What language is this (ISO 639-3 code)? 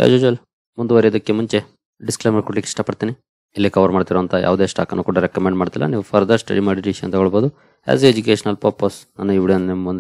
kan